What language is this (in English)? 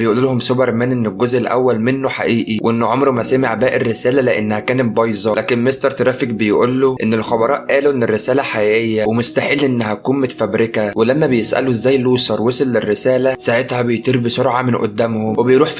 Egyptian Arabic